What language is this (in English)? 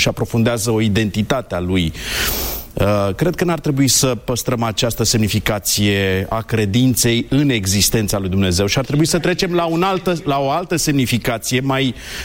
Romanian